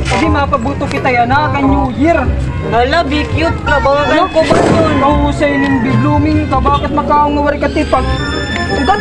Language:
Waray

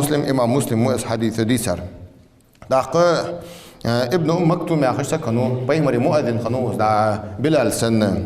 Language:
Ingush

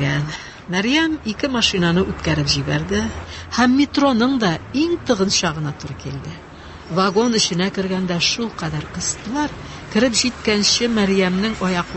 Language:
Tatar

